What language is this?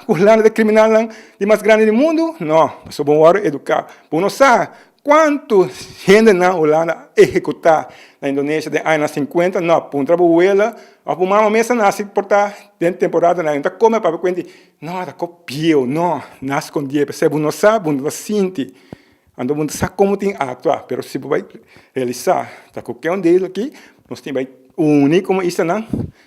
Papiamento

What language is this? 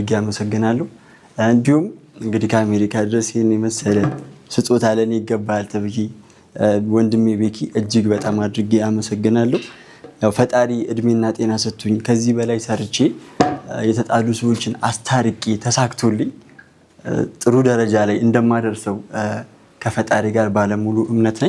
Amharic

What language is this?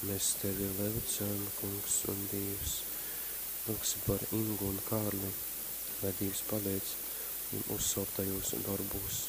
Latgalian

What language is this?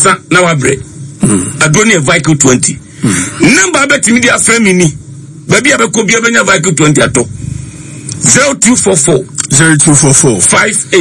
Akan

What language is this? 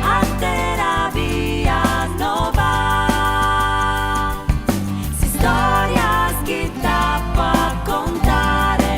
Sardinian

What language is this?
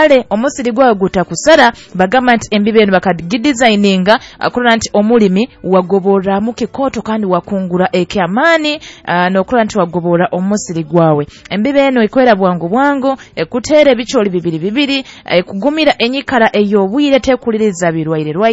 Nyoro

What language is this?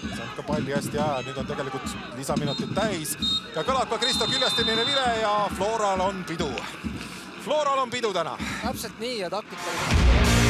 Estonian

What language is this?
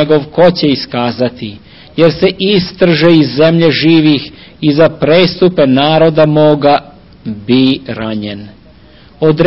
Serbian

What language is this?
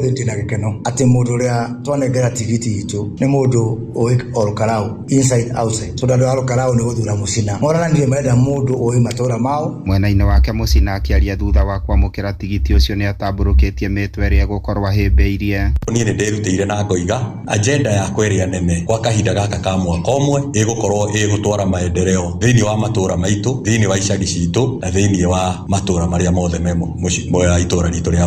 Kikuyu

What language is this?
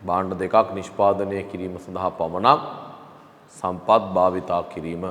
Sinhala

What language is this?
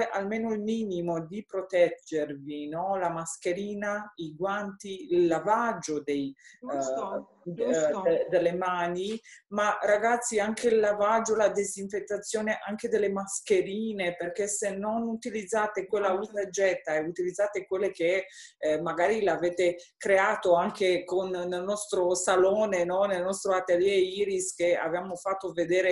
Italian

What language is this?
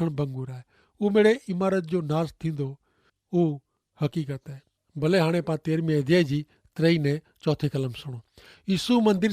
Kachhi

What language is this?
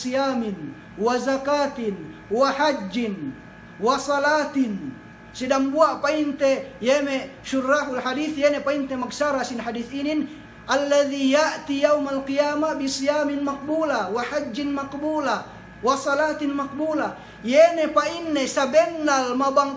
Yakan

